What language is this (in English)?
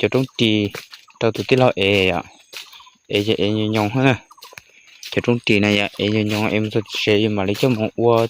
Hmong